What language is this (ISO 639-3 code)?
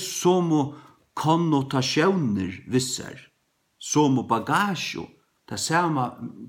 fao